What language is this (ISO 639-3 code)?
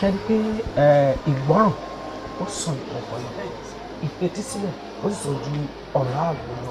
yor